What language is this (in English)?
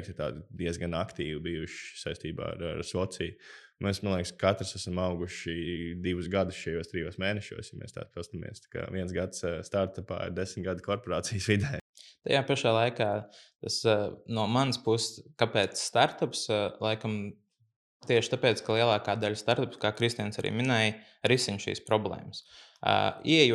Latvian